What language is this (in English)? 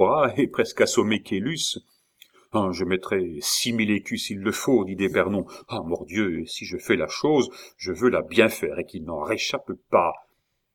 French